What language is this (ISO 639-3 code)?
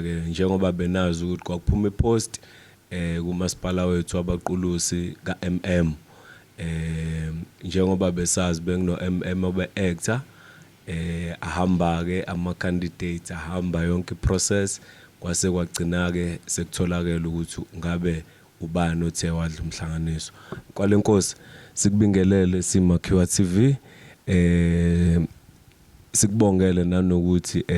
zul